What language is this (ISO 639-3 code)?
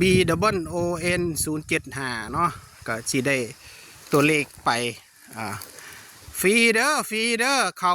tts